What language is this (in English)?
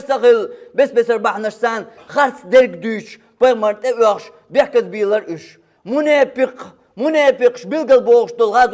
Chechen